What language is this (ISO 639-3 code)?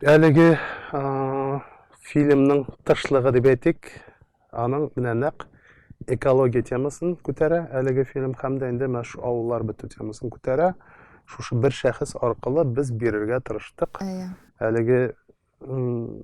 tat